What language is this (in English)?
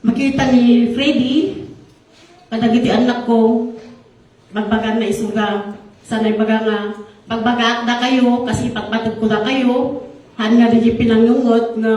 Iloko